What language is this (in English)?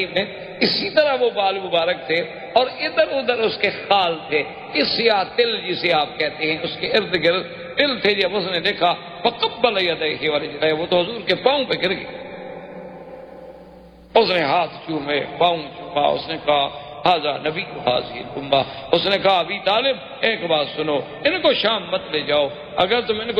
Urdu